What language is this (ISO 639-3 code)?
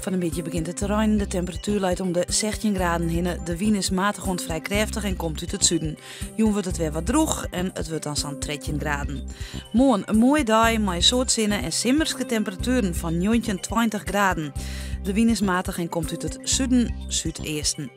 fry